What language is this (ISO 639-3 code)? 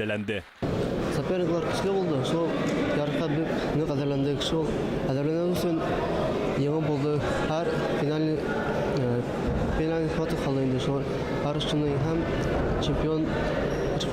bak